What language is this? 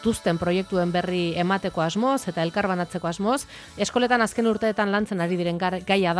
Basque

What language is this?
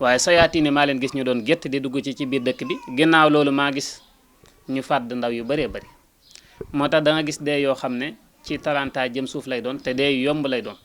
Wolof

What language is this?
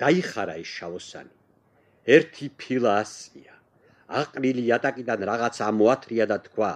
Georgian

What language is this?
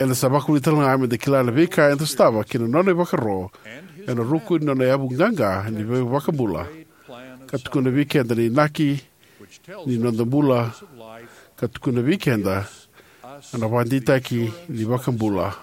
Fijian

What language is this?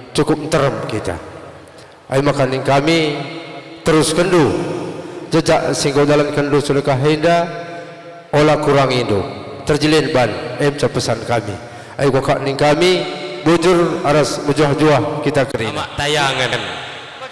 Batak Karo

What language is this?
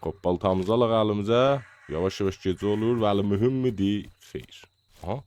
South Azerbaijani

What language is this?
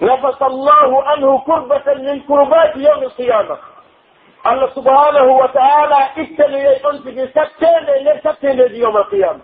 Pular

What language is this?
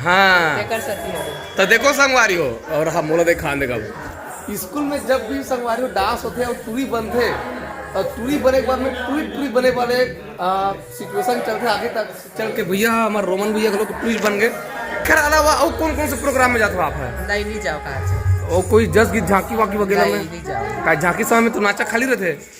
Chhattisgarhi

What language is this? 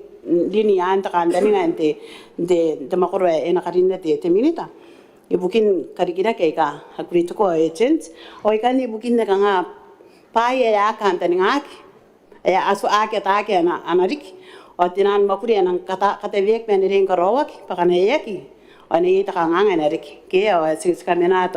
Gilbertese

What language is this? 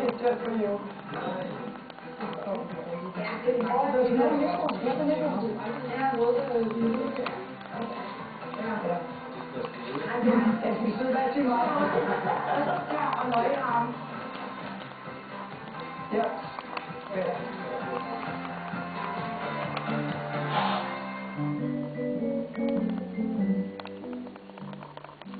Danish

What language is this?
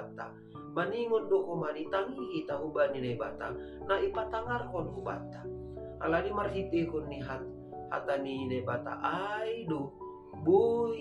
Batak Simalungun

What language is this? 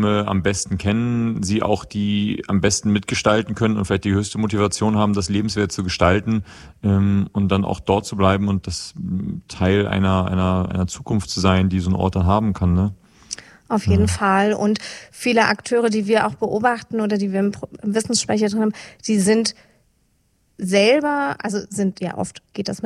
German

